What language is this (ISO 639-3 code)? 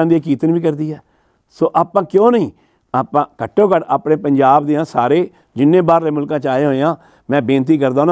pan